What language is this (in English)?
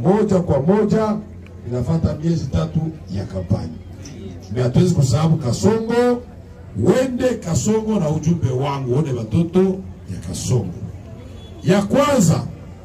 Swahili